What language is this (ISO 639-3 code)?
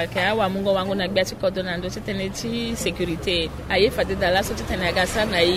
sag